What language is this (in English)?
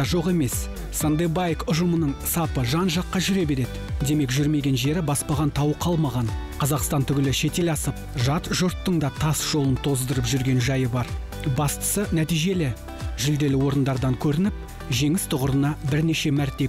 Kazakh